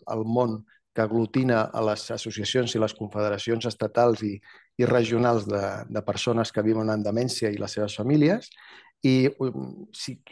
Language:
Catalan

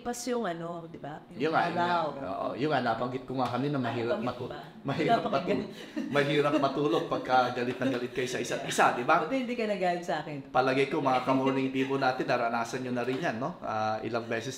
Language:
Filipino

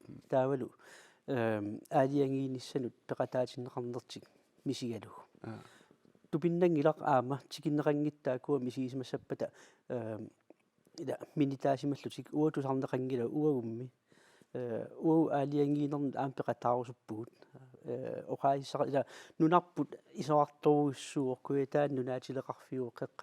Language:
Kalaallisut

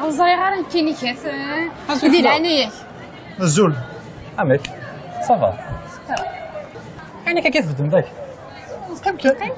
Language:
Kabyle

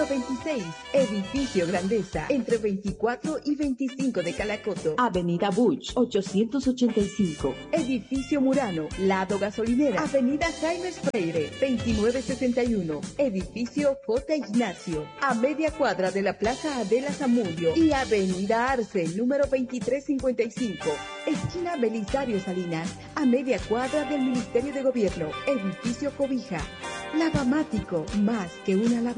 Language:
Spanish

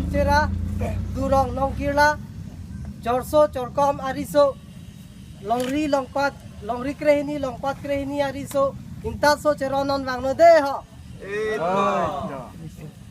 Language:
Karbi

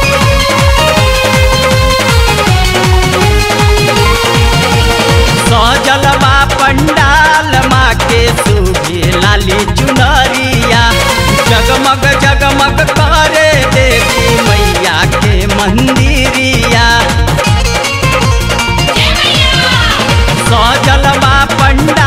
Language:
Bhojpuri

